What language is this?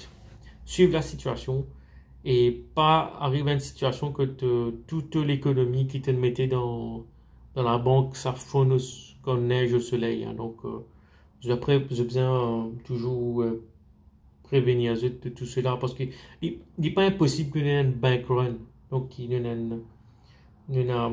Morisyen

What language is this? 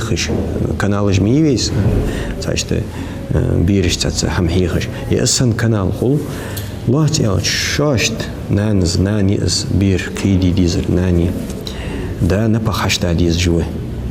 Ingush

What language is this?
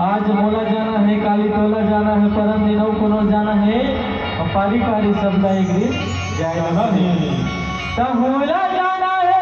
Chhattisgarhi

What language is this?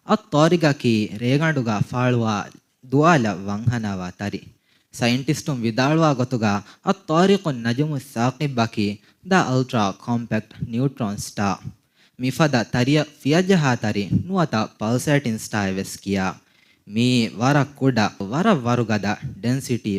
Divehi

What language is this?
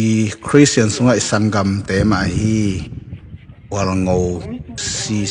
Tedim Chin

